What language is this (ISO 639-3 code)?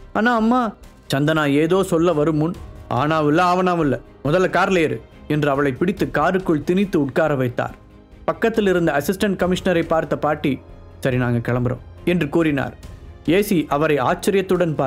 tam